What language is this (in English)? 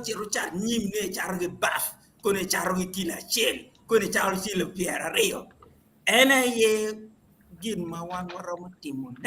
Acoli